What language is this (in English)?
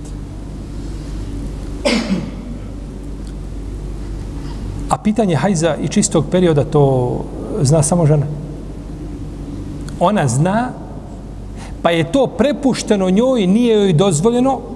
Bosnian